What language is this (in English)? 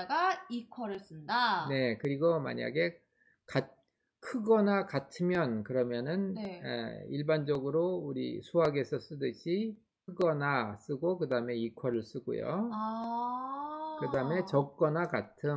Korean